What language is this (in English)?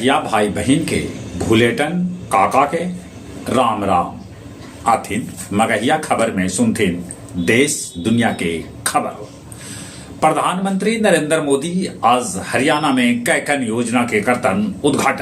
Magahi